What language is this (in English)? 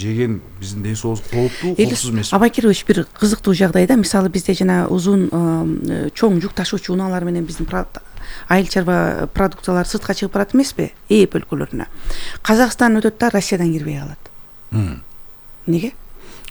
Kyrgyz